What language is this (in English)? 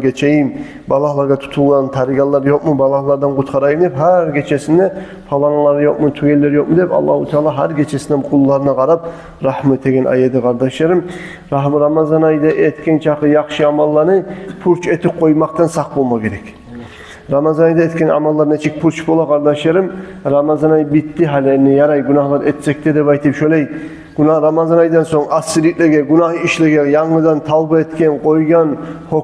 Kumyk